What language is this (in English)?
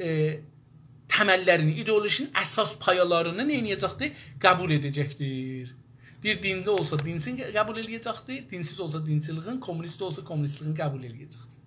South Azerbaijani